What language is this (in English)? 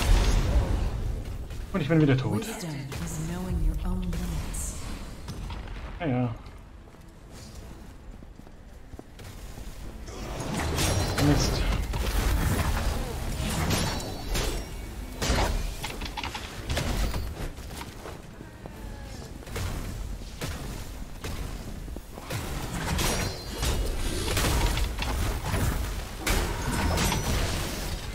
German